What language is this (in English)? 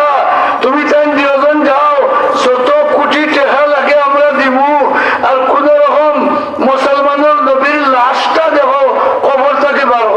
Sylheti